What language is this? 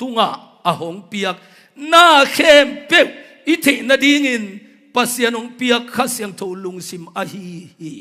Tedim Chin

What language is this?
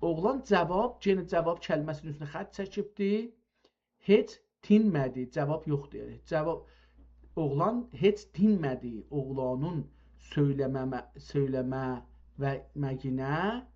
South Azerbaijani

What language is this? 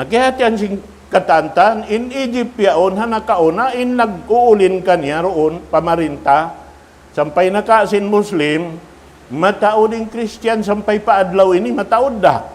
Tausug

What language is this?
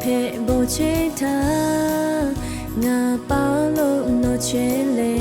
Lahu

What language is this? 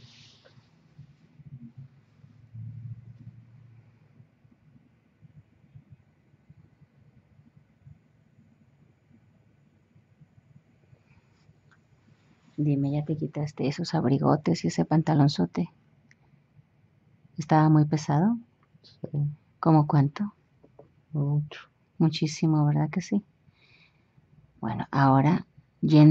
Spanish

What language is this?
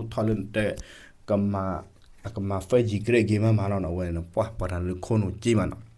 S'gaw Karen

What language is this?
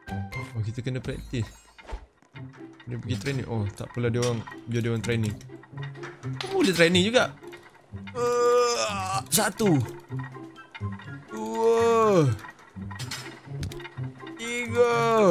Malay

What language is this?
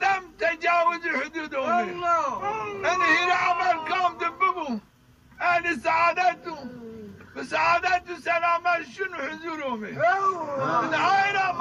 Zaza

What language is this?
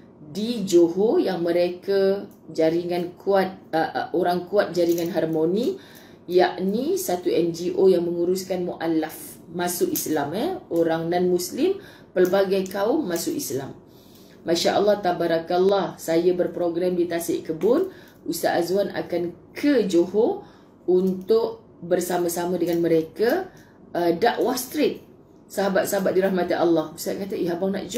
Malay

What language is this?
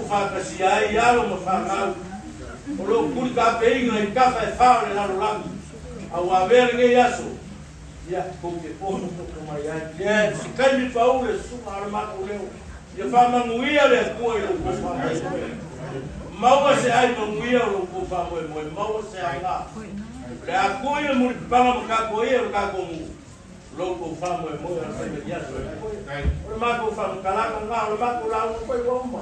Samoan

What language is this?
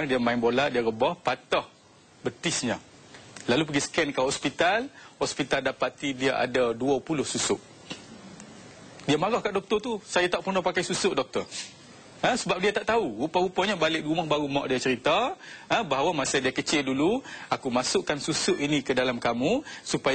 Malay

